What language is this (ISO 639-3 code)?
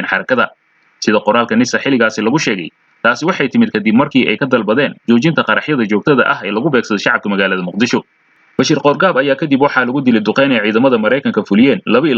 som